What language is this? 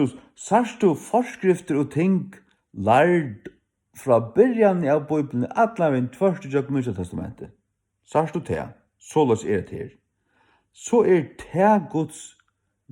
Faroese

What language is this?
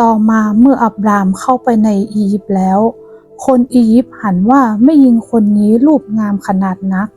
Northern Thai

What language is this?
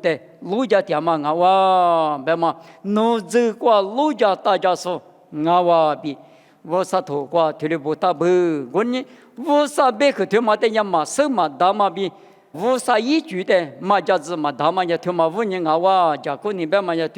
Lisu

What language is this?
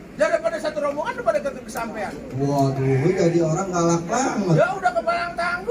Betawi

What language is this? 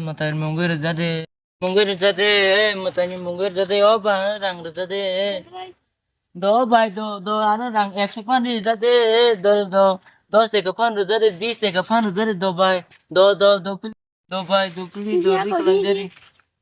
Kok Borok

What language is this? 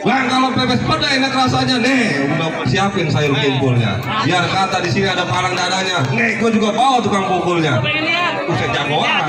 Betawi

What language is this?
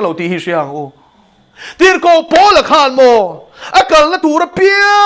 Mizo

